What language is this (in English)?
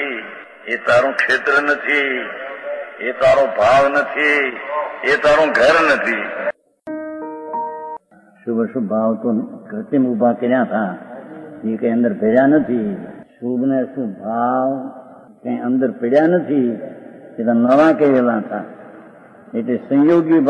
Gujarati